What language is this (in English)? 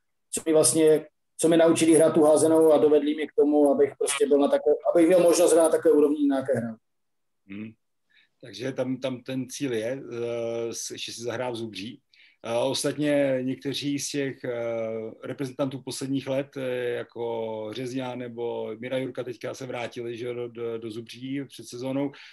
Czech